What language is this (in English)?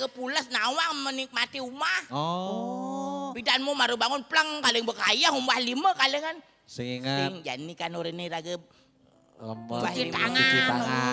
Balinese